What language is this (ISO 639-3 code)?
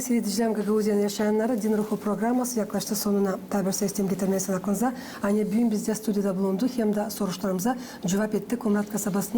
gag